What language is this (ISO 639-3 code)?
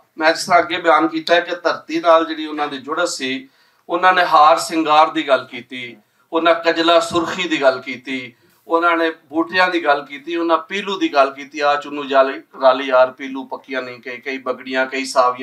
lah